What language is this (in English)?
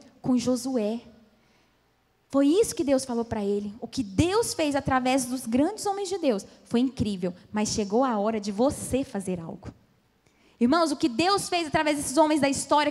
Portuguese